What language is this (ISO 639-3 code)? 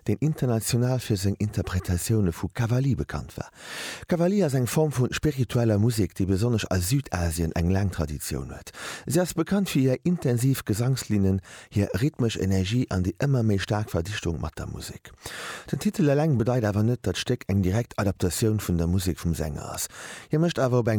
ltz